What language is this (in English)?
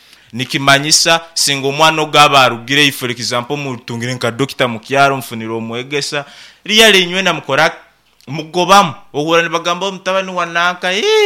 Nyoro